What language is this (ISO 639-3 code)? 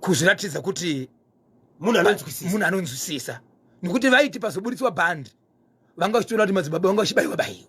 sna